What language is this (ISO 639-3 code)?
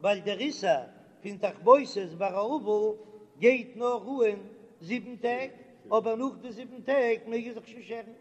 yid